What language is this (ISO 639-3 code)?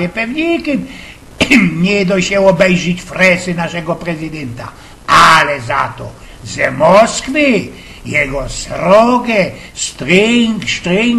szl